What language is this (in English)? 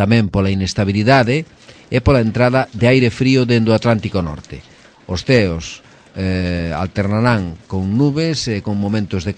Galician